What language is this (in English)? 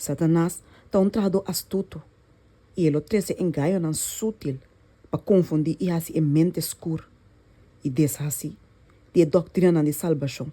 Papiamento